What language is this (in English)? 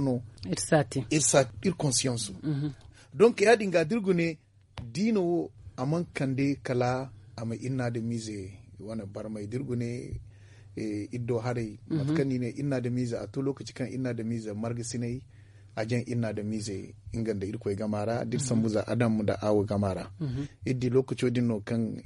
Zarma